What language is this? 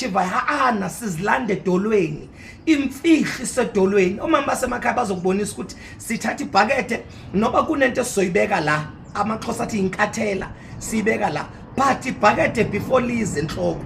Zulu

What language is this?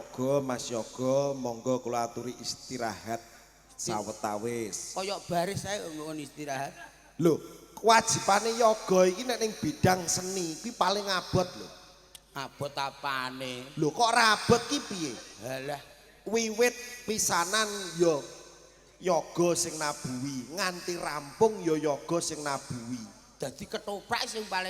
Javanese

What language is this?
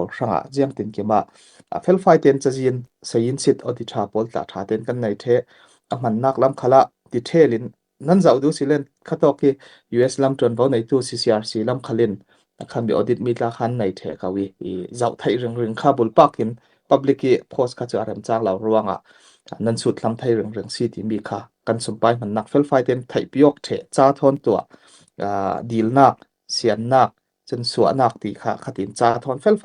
Falam Chin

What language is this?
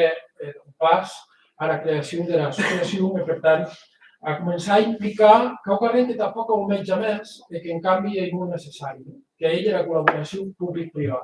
Occitan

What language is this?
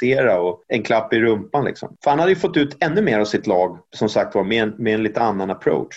Swedish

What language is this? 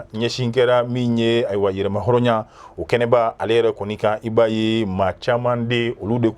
Bambara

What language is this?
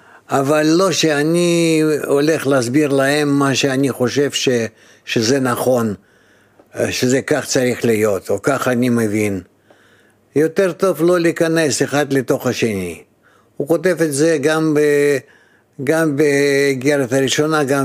Hebrew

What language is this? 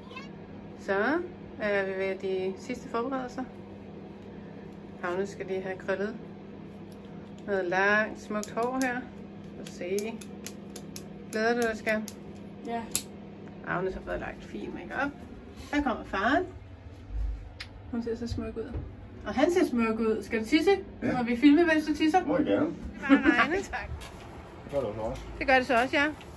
Danish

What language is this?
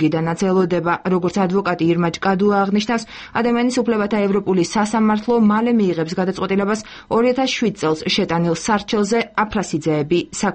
Georgian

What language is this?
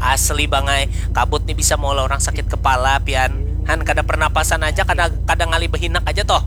Banjar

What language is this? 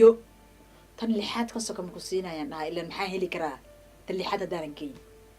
Somali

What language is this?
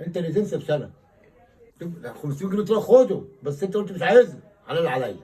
Egyptian Arabic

